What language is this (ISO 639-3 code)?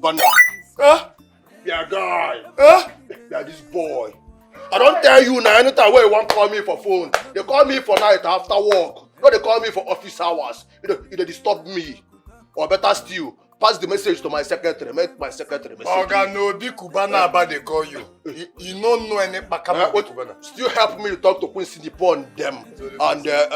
pcm